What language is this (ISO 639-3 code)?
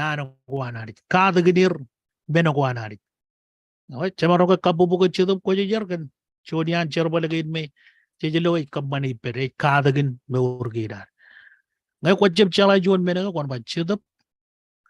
mah